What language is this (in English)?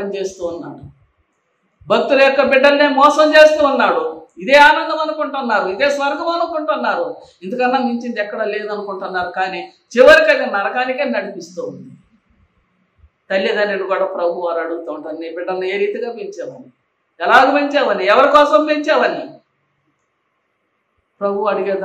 Telugu